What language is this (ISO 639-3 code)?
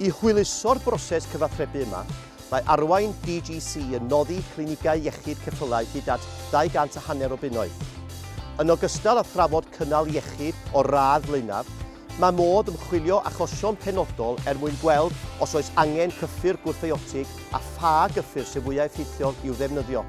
cym